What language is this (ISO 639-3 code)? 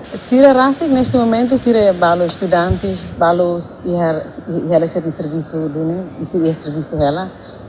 tet